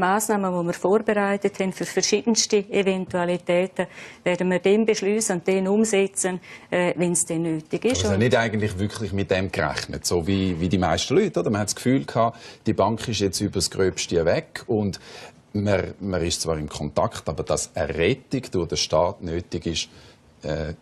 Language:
Swiss German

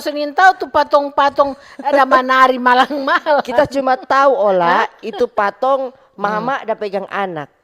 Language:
Manado Malay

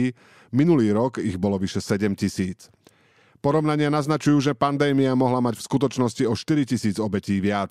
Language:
Slovak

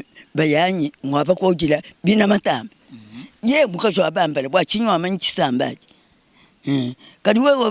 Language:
Luba-Lulua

